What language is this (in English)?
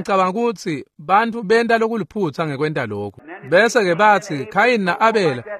Swati